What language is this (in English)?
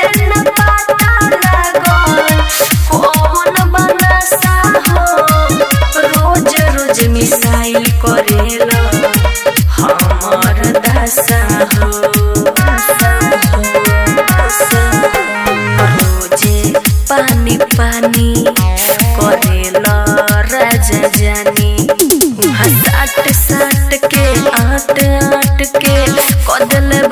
Bhojpuri